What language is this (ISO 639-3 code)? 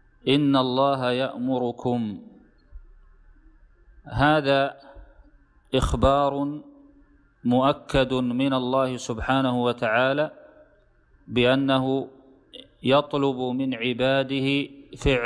ara